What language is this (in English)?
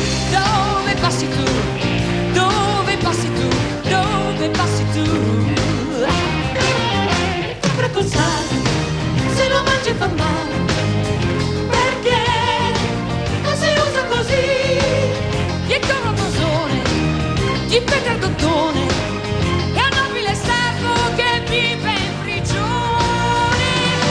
Italian